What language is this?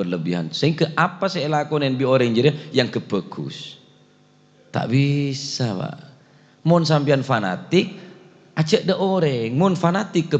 Madurese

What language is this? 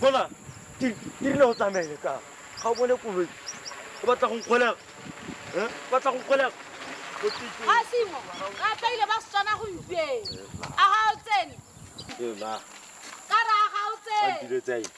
Tswana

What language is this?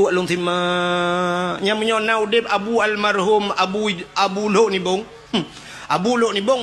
Achinese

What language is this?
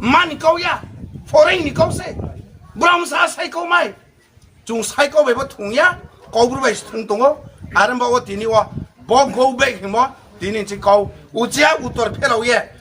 Riang (India)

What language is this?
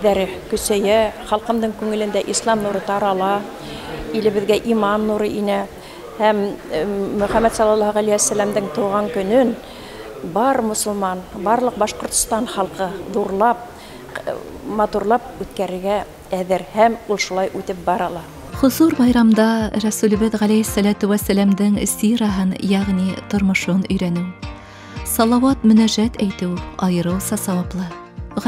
Bashkir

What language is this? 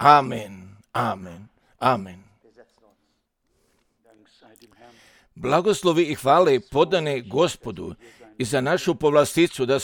Croatian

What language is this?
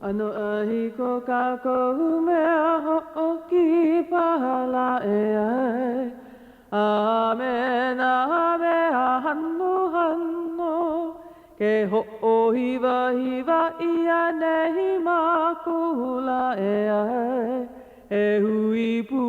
Hawaiian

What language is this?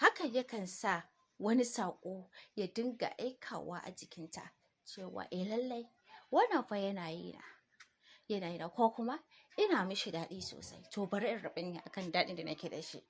Hausa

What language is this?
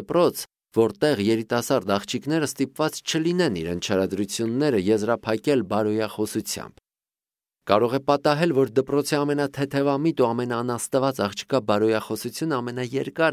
Armenian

